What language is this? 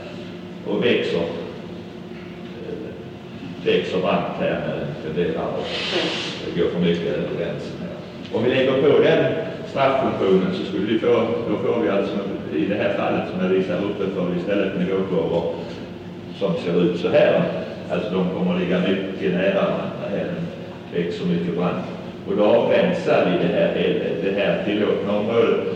Swedish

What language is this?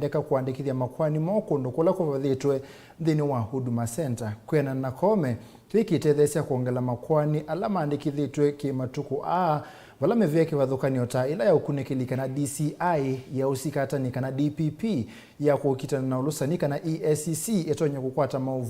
Kamba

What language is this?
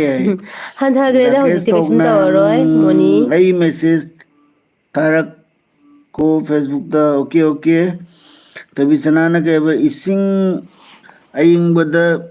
Manipuri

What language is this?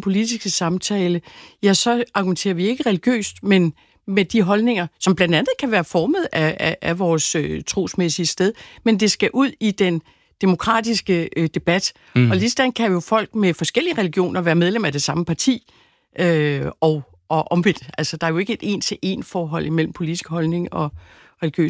Danish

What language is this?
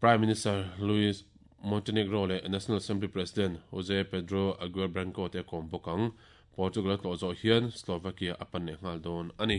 Mizo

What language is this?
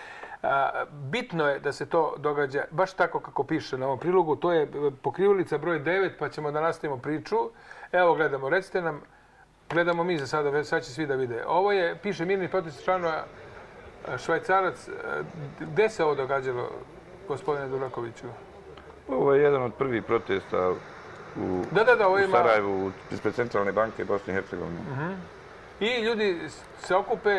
Serbian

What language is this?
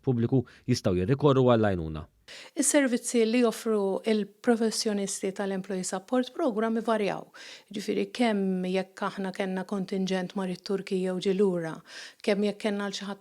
Maltese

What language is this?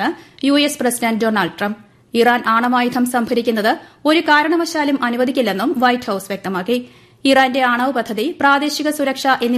Malayalam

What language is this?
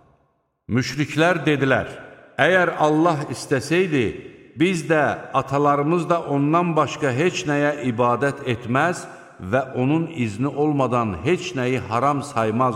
Azerbaijani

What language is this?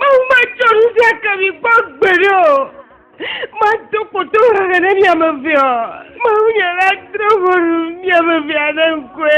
Ewe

